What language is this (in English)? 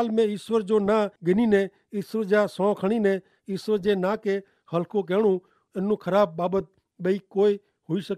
Kachhi